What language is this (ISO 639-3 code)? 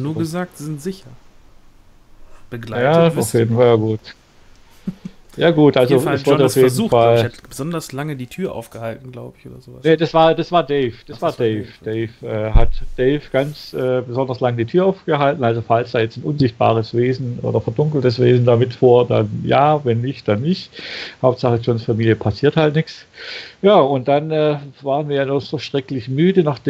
deu